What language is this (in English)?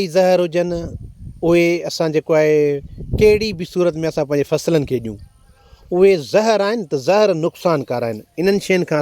Sindhi